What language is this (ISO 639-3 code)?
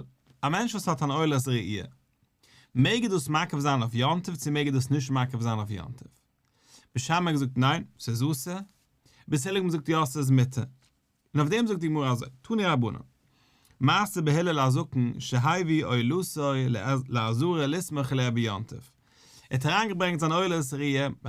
yid